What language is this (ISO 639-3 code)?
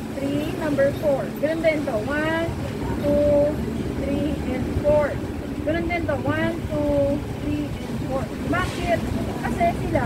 fil